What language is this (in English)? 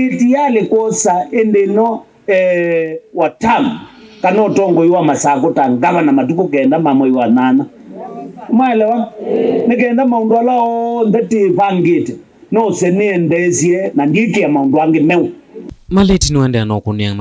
Kamba